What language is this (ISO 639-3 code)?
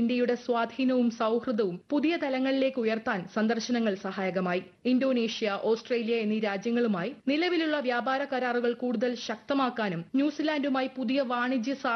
mal